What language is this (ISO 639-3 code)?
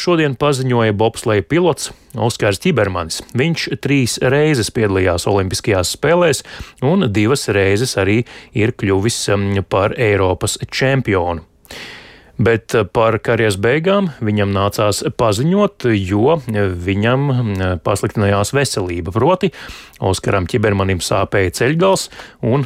lav